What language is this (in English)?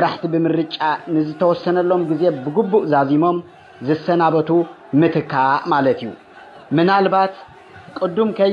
Tigrinya